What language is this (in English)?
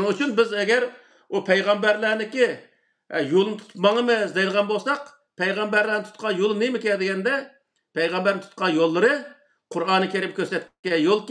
Uyghur